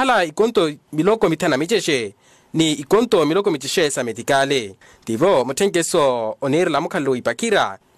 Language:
Makhuwa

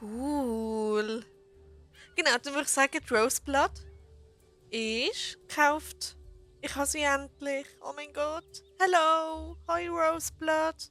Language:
Swiss German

